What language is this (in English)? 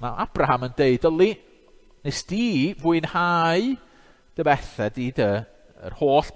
Welsh